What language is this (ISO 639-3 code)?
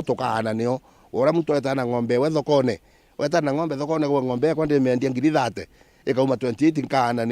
mer